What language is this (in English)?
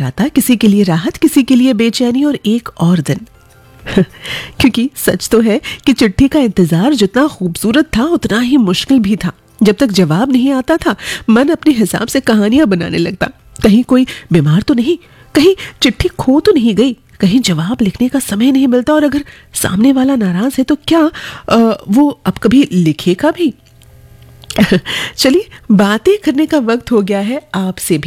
Hindi